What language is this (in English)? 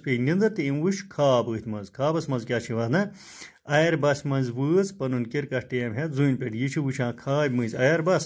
Kashmiri